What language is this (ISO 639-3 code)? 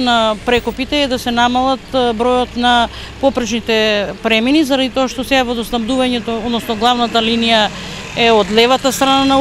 mkd